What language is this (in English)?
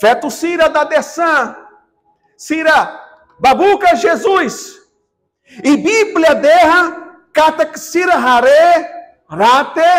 Tetum